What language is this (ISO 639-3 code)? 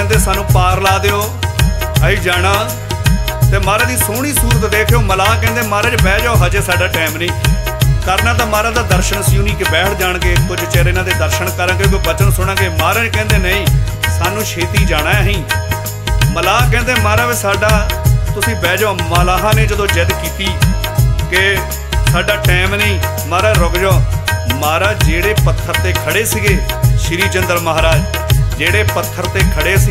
pan